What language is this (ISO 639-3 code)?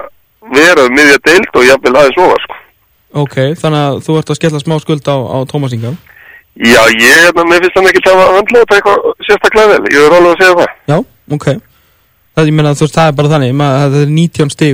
isl